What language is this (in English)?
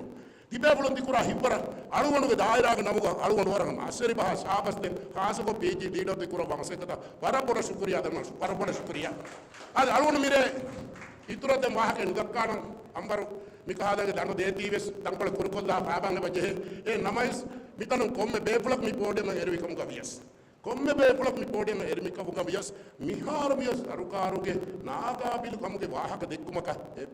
Divehi